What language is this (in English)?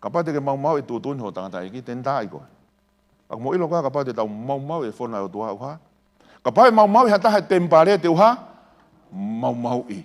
Tongan